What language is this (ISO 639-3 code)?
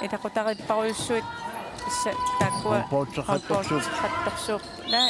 kal